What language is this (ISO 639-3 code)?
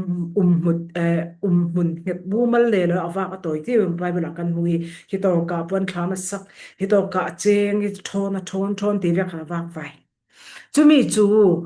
cfm